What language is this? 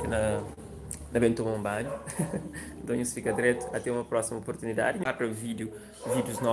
Kabuverdianu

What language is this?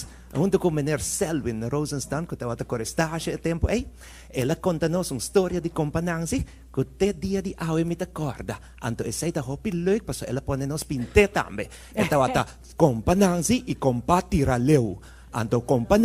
Papiamento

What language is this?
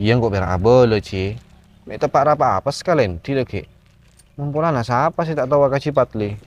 Madurese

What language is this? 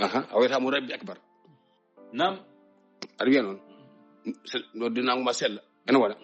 Fula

